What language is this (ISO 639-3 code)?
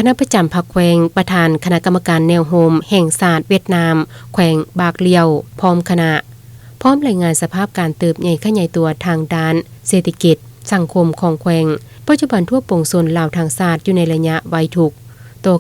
lao